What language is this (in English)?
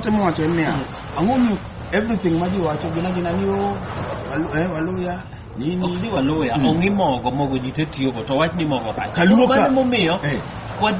Luo (Kenya and Tanzania)